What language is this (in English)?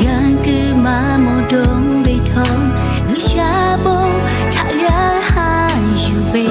Lahu